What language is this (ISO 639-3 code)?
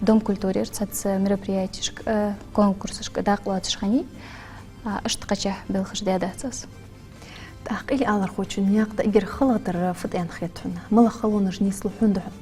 inh